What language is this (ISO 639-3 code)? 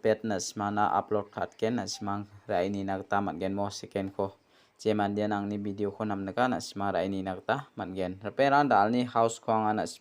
grt